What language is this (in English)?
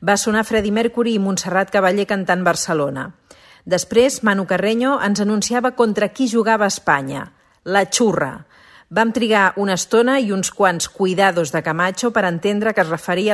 Catalan